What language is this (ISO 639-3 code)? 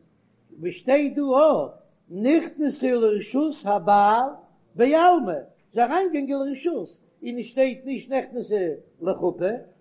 yid